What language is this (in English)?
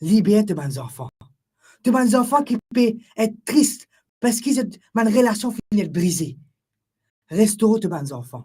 Morisyen